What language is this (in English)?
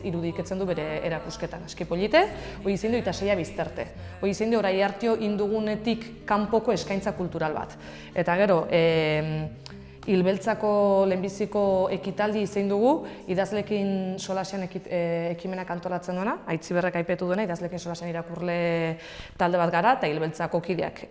Basque